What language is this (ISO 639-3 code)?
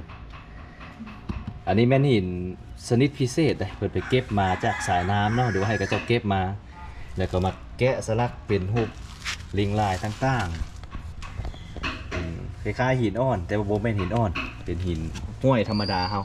lao